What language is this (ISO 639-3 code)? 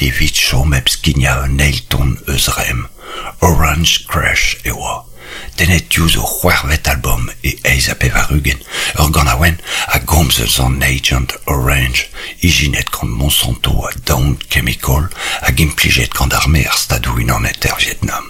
bre